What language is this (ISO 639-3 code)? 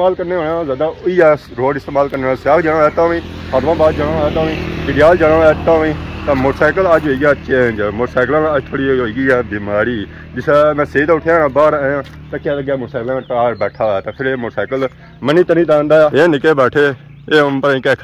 phr